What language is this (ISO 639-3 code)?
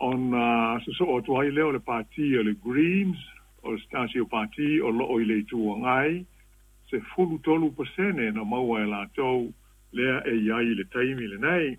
smo